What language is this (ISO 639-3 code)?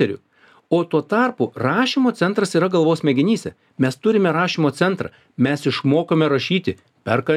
lit